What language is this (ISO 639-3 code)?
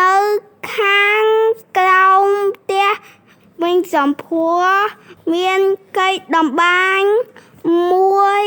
khm